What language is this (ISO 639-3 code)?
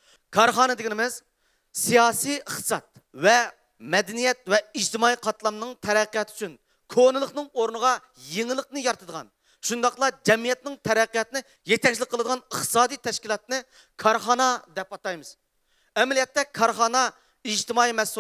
uig